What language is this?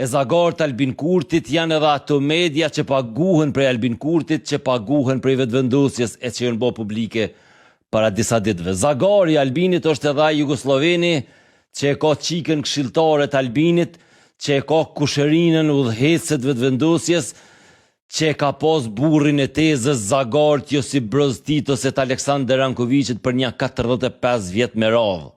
Albanian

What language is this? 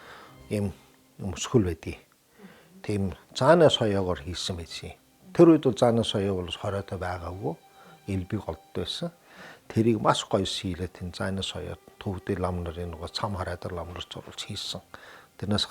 Mongolian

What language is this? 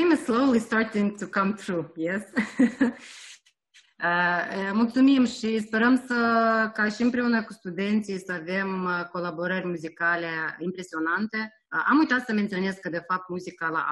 Romanian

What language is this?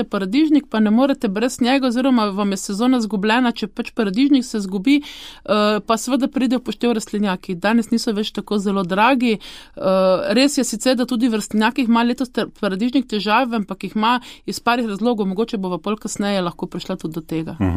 Slovenian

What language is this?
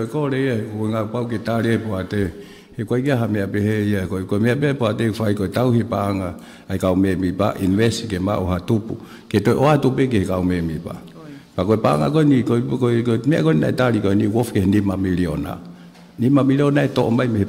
Tongan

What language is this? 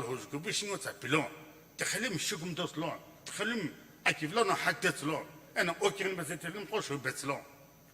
Sumi Naga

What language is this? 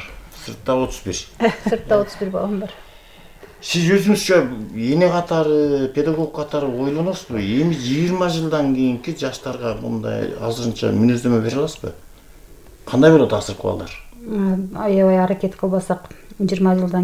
Kyrgyz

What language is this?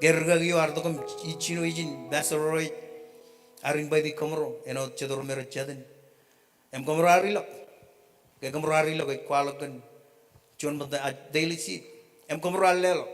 Marshallese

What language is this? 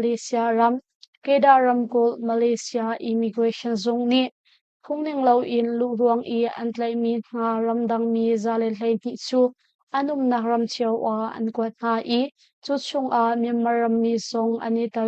Hakha Chin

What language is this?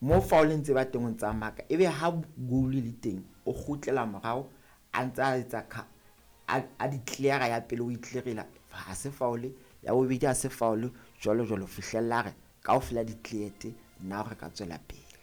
Southern Sotho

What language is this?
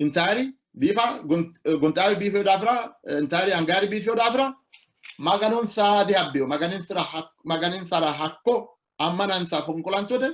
Sidamo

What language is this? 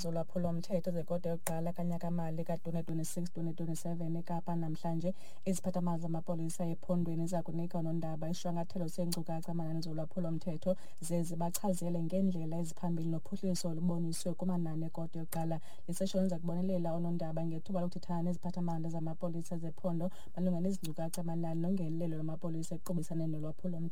Xhosa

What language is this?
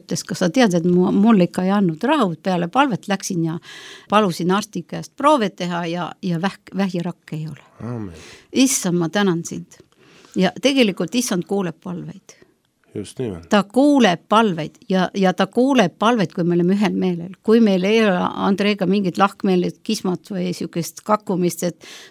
Estonian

